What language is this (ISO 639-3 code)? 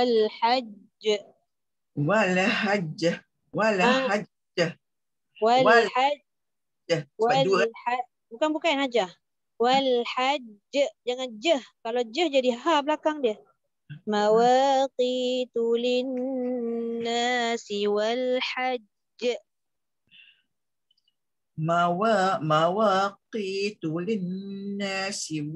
msa